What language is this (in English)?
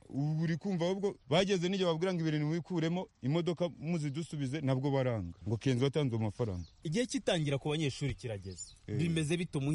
Kinyarwanda